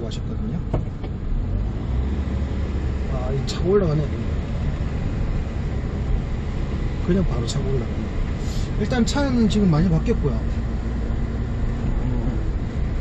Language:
Korean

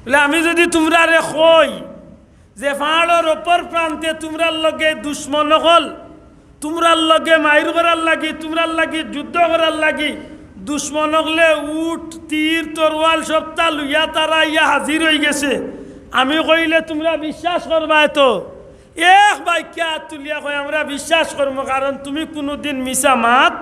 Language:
Sylheti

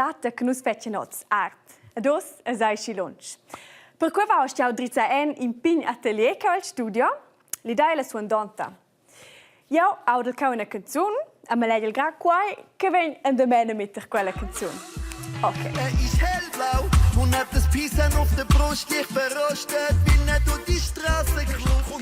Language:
Romansh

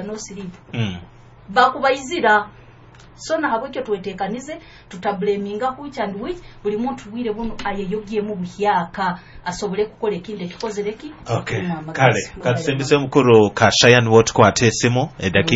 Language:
Nyoro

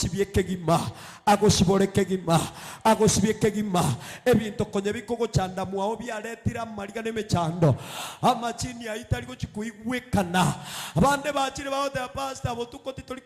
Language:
Gusii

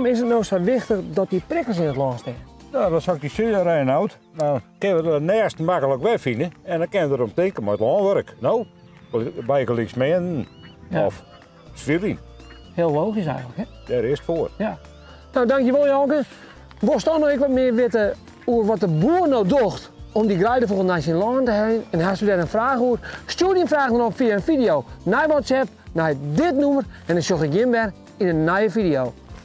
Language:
Western Frisian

